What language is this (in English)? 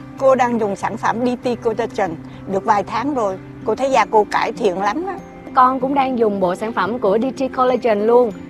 Vietnamese